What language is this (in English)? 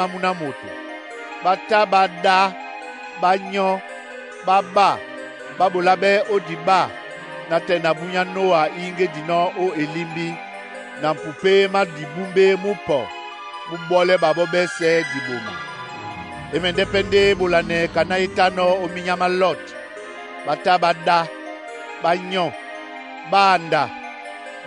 Duala